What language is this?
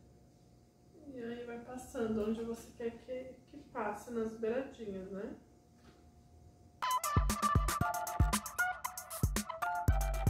Portuguese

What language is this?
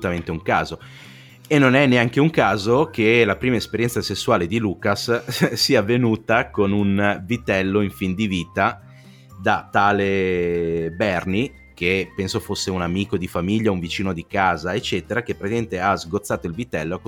Italian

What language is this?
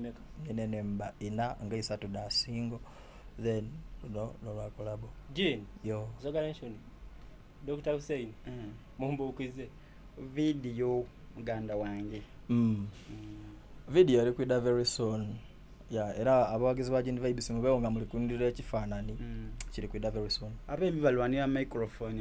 Soga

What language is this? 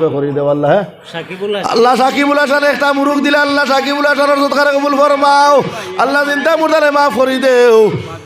Sylheti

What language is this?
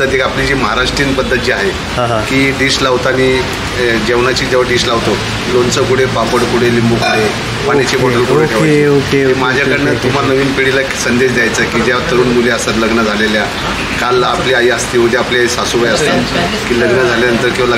Marathi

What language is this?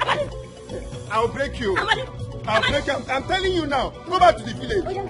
Nigerian Pidgin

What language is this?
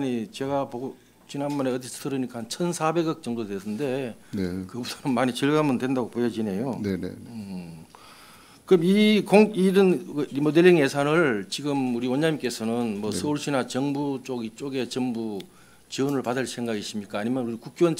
Korean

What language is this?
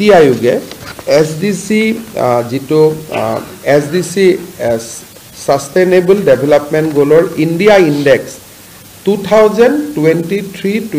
Assamese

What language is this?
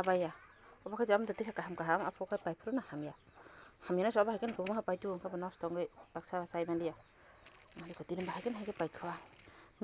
Kok Borok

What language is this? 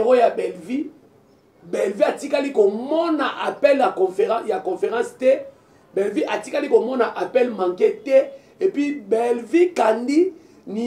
Lingala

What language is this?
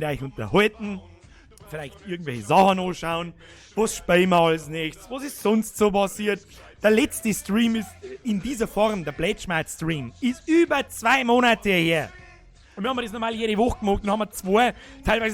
Bavarian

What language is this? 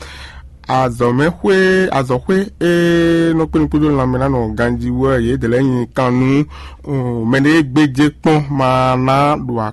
Fon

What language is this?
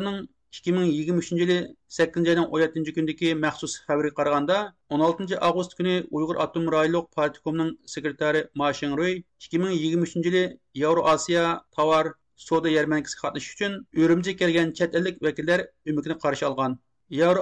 Uyghur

